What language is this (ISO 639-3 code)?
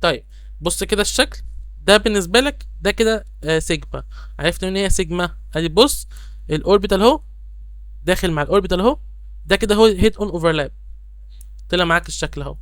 arz